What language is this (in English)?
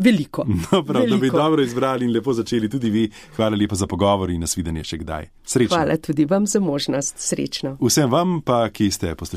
Slovenian